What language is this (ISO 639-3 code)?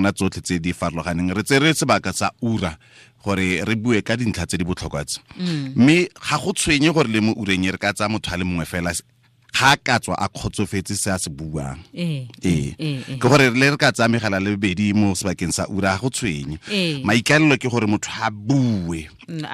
tsn